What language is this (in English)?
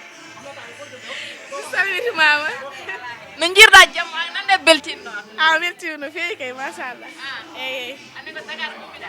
Fula